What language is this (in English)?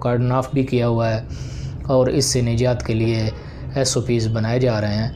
Urdu